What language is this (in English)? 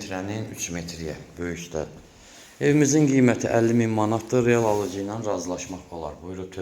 Azerbaijani